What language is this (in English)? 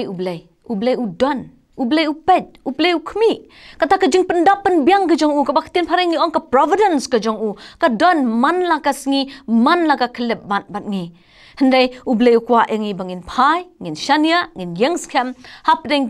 Khasi